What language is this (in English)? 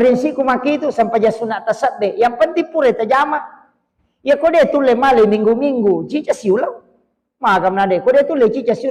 Buginese